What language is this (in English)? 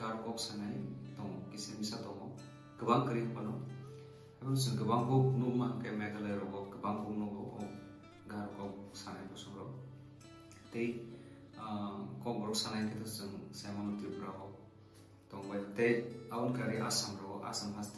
Kok Borok